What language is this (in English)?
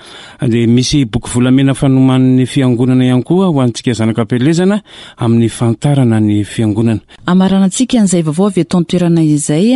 Malagasy